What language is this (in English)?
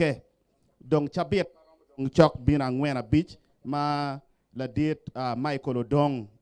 Acoli